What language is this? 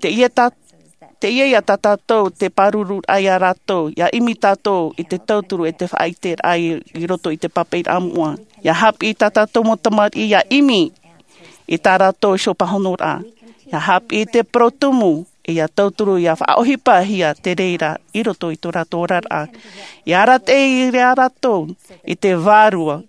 Tahitian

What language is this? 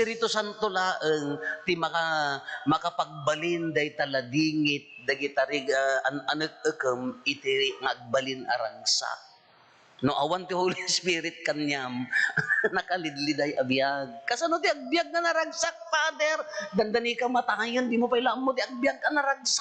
Iloko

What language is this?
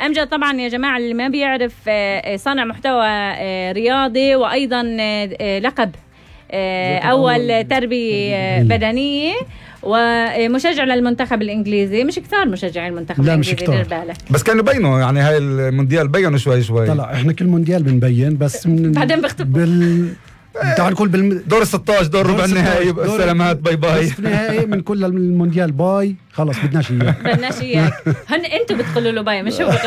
North Levantine Arabic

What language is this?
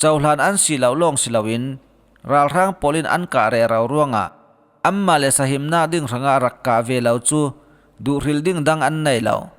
Falam Chin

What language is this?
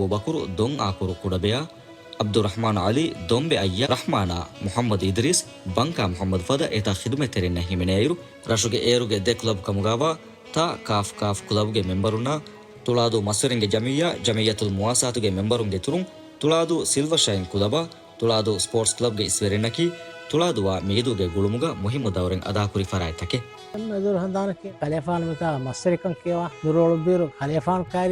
Divehi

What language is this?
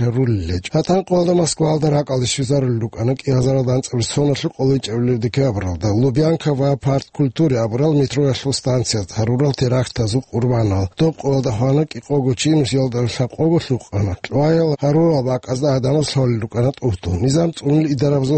Avaric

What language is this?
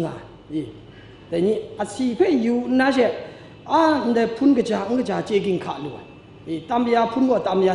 Kachin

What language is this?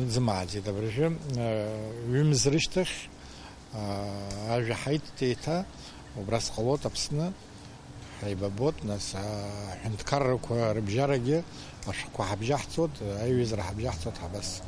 Abkhazian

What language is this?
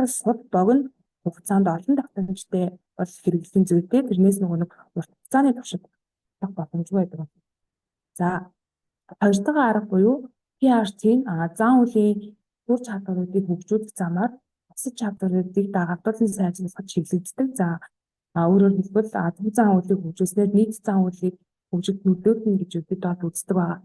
Mongolian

